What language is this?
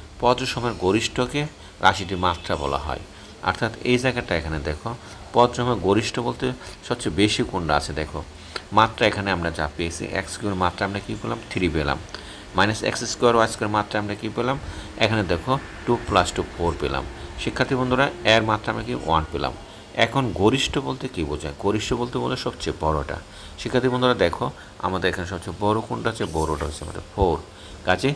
Bangla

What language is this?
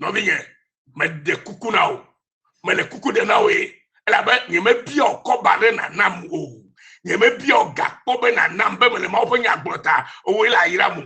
Ewe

